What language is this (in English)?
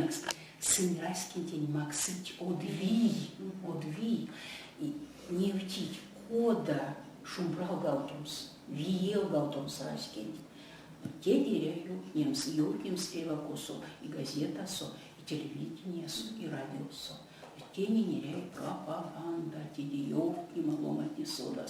Erzya